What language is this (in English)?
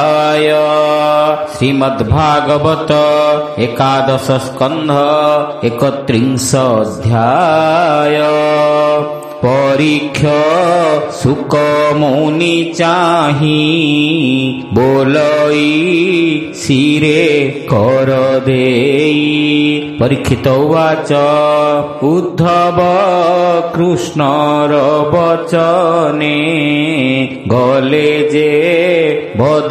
Odia